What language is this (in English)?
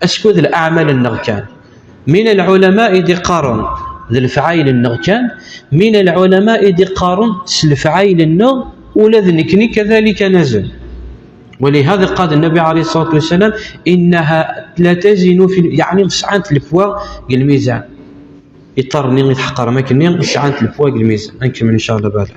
Kabyle